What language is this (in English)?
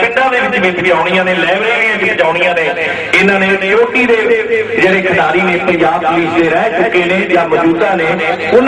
Punjabi